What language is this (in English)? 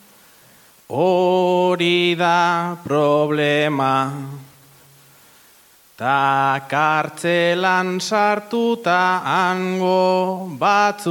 Basque